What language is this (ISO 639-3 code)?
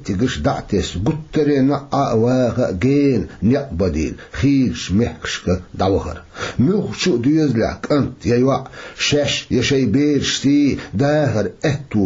che